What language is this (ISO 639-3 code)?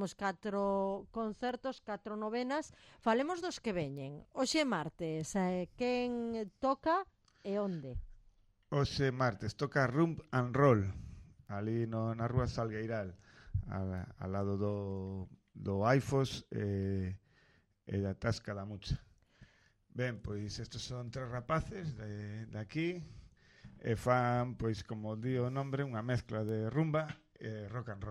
glg